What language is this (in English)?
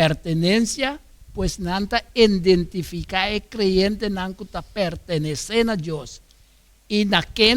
Papiamento